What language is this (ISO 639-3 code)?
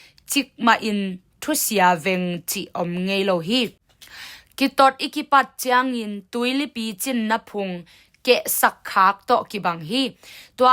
ctd